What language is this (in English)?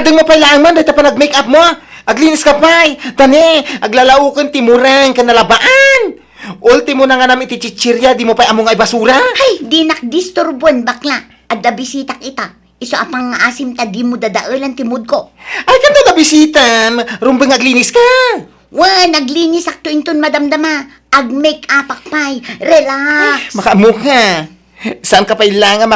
Iloko